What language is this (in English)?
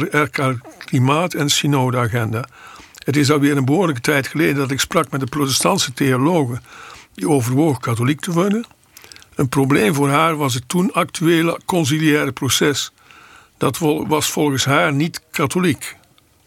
Dutch